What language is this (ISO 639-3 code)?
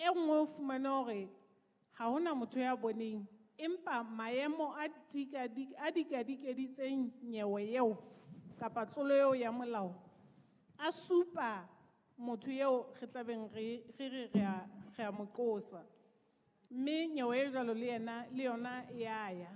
sot